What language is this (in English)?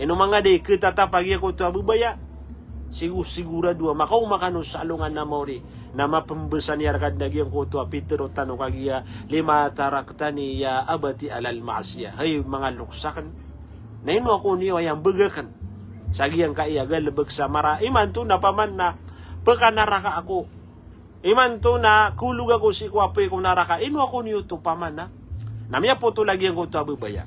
Maranao